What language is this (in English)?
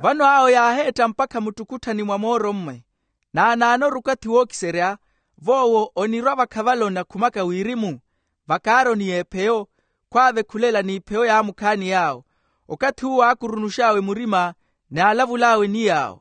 Makhuwa